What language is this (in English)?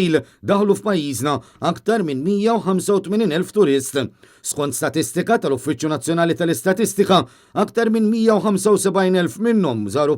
Maltese